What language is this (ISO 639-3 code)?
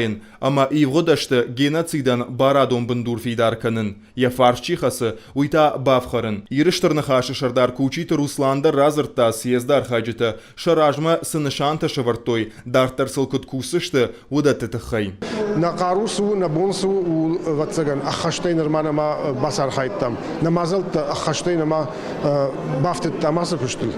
oss